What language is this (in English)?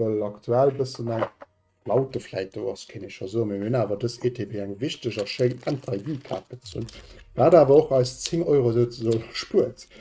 Luxembourgish